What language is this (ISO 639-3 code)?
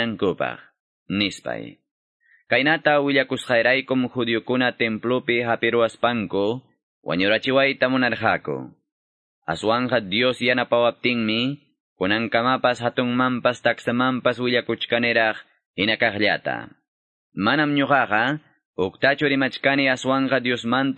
que